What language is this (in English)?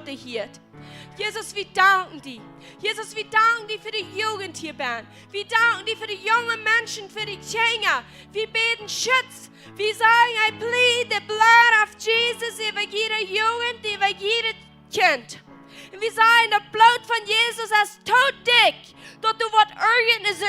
Plautdietsch